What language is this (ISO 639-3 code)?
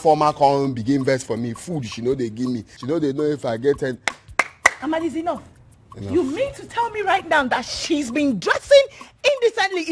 pcm